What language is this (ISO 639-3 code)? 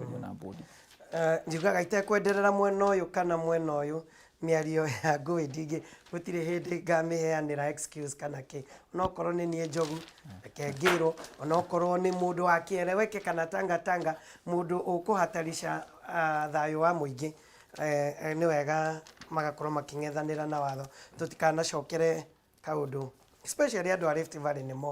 kik